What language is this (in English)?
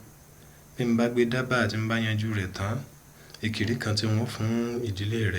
Yoruba